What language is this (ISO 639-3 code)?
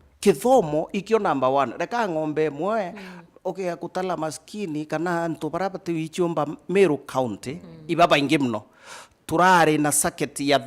mer